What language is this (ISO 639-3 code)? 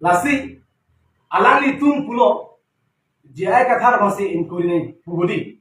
mjw